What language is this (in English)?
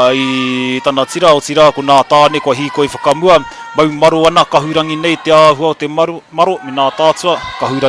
Māori